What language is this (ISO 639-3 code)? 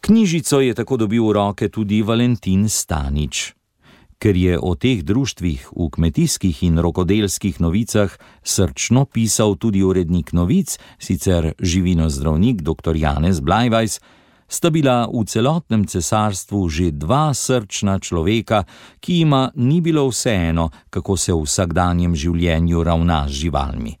slv